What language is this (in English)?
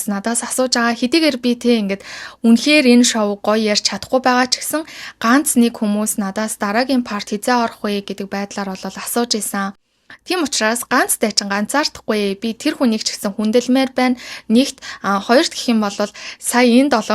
Mongolian